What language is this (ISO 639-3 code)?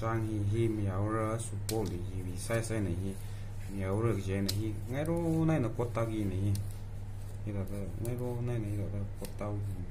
nmf